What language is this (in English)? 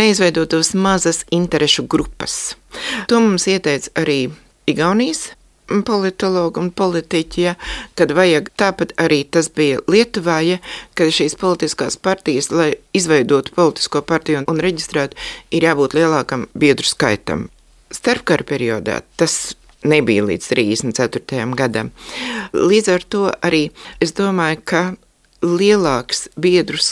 Latvian